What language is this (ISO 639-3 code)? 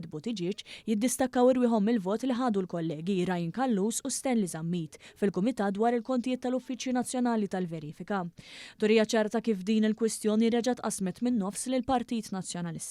mlt